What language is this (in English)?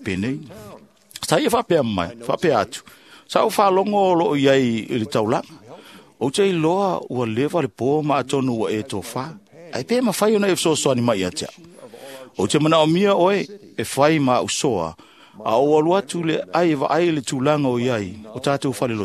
Samoan